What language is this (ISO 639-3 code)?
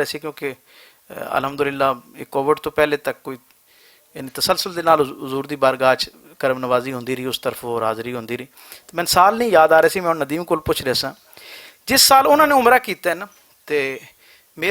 lah